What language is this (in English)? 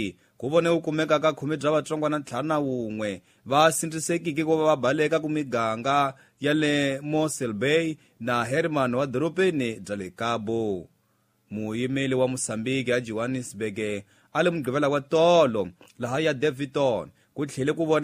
Tsonga